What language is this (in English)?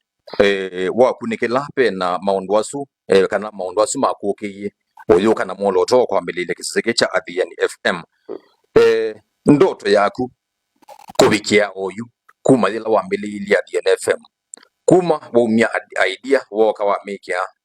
Kamba